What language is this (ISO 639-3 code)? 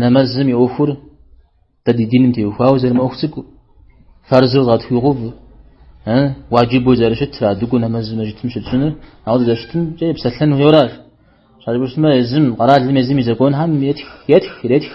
kbd